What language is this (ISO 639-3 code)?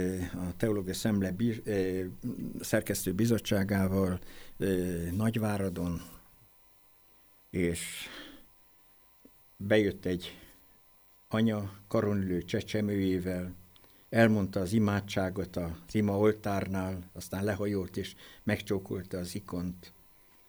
hun